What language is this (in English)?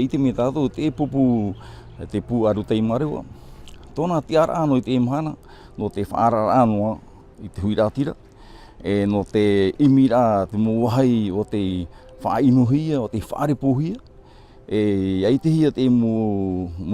Tahitian